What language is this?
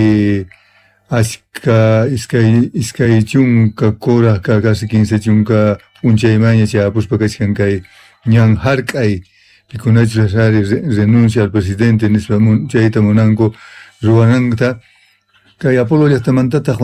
Quechua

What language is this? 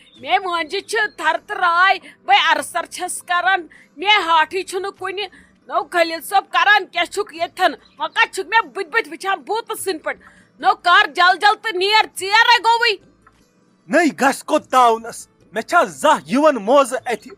Kashmiri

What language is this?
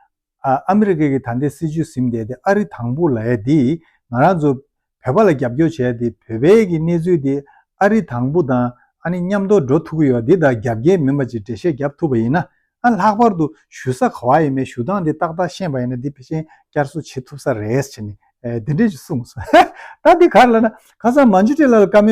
Tibetan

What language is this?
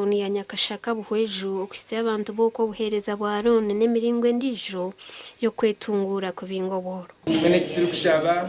Nyankole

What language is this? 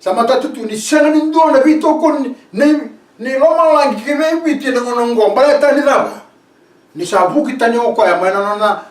Fijian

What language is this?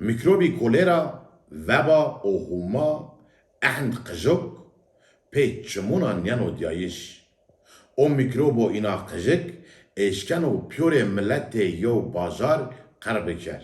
Zaza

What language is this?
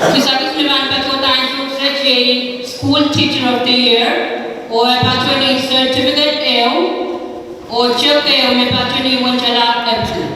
Pohnpeian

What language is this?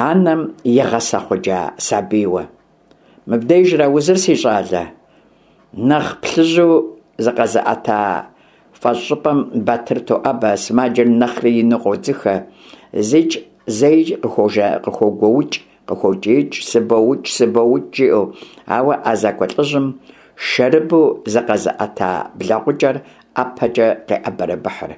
Kabardian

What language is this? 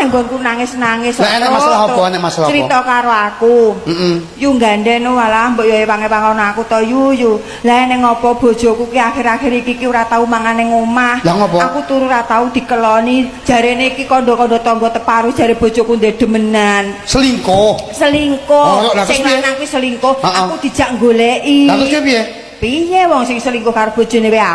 Javanese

